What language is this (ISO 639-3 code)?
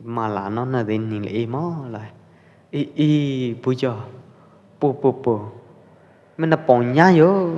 kjp